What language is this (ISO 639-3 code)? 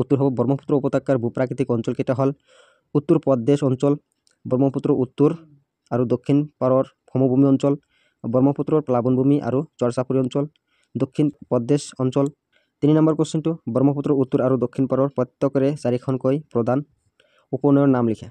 asm